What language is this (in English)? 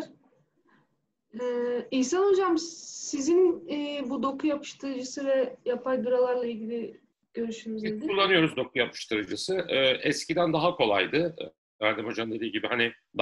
Turkish